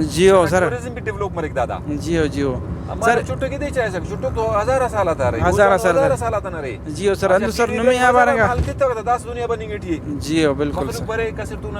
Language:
Brahui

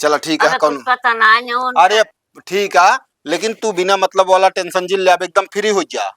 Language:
Awadhi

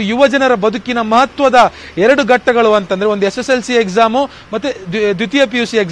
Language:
Kannada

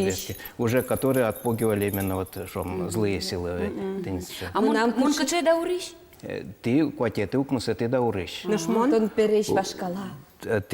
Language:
Udmurt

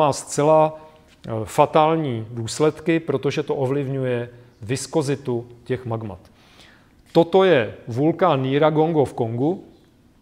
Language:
Czech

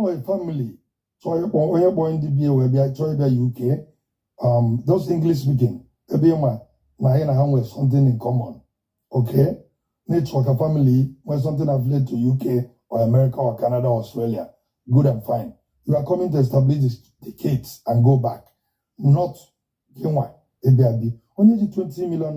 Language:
Igbo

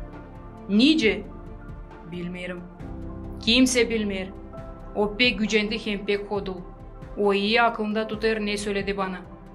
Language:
Gagauz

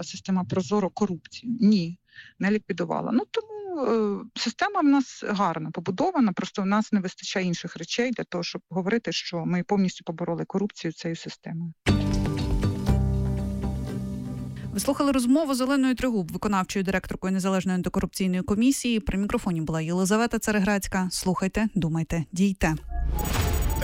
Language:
Ukrainian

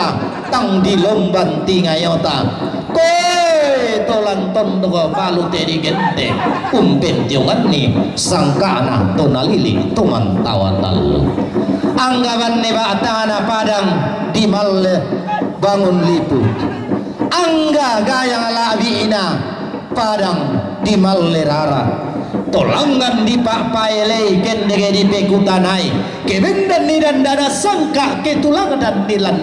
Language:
Toraja-Sa'dan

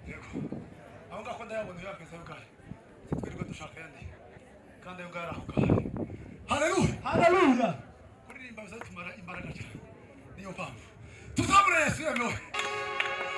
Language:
Kinyarwanda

